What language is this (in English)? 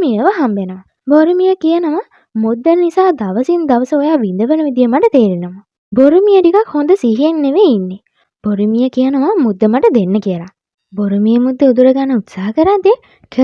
Sinhala